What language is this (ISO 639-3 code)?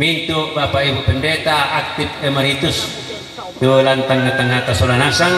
sda